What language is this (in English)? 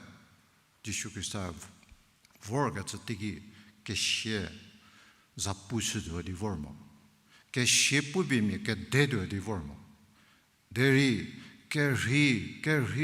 Angami Naga